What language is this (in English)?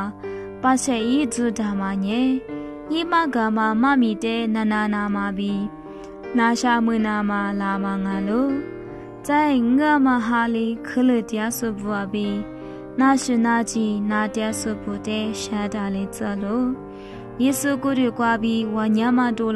Lisu